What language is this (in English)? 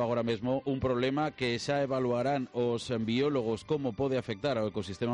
Galician